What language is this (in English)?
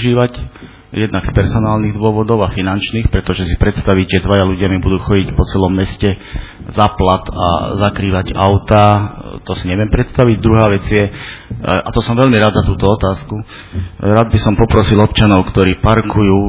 Slovak